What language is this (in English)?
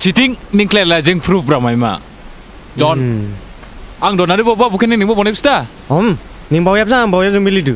Dimasa